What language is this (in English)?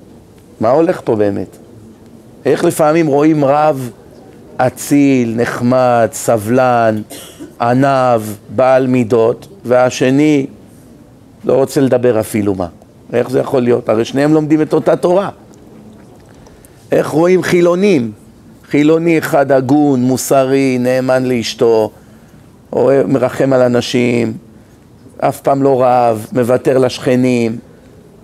Hebrew